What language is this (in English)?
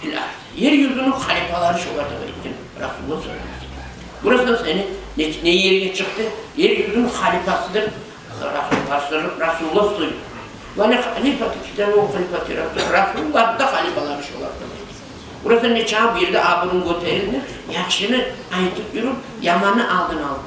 Kumyk